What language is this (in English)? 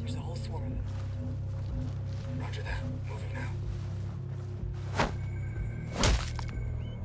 English